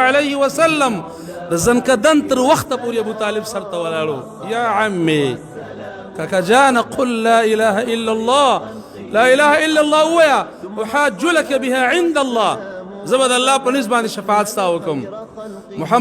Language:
Pashto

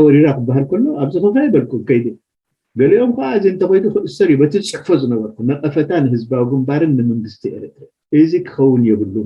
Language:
Tigrinya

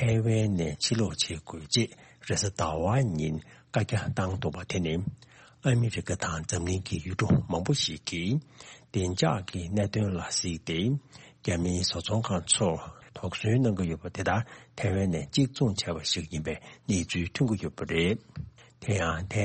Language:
Tibetan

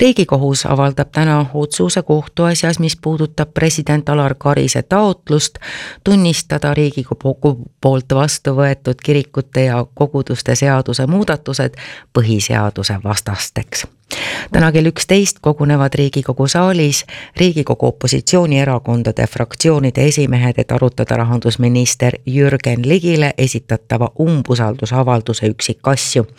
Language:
Estonian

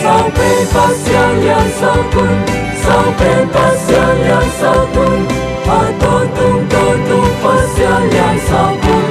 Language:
Paite Chin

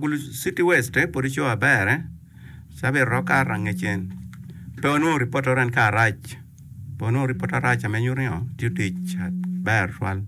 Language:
Acoli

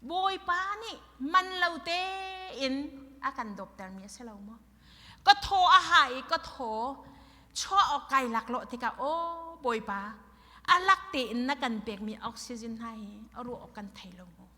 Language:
Hakha Chin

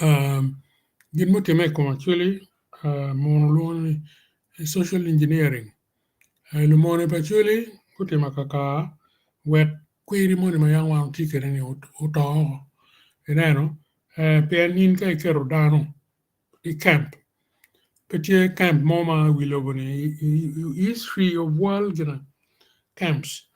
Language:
Acoli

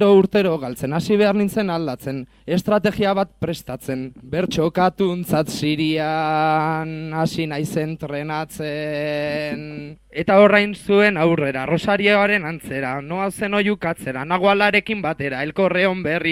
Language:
Basque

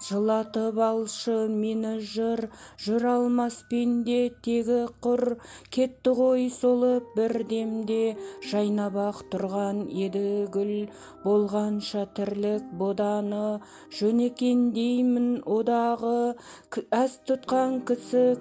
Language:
Kazakh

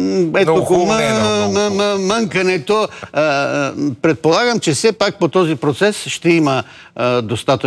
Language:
Bulgarian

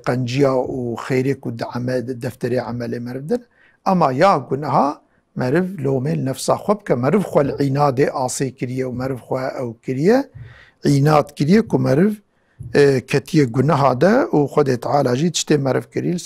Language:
Kurdish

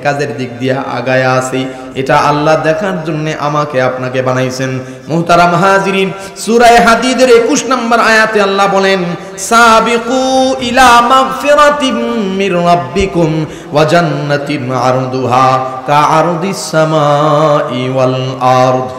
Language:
Bangla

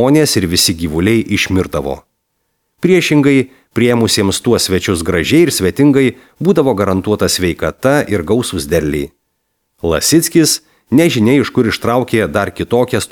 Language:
Lithuanian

